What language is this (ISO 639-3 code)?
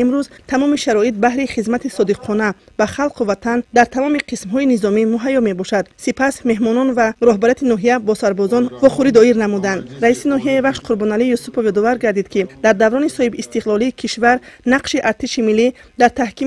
tgk